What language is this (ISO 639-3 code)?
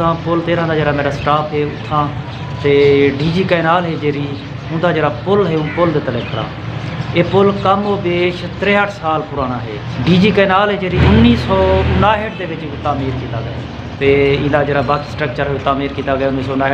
skr